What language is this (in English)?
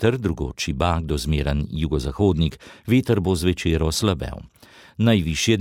Slovenian